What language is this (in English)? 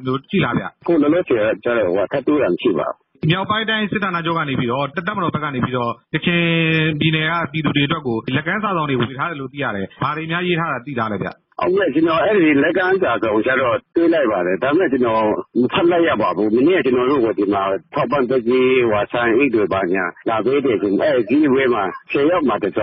Burmese